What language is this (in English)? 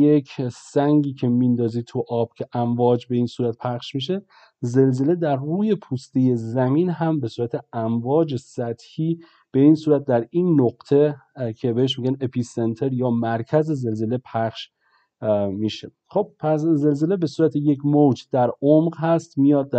Persian